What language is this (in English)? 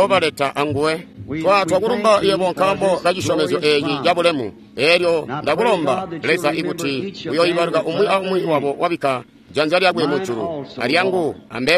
Tonga (Zambia)